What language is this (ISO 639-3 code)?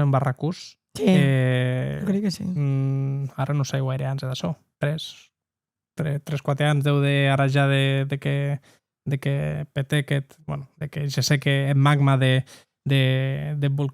oci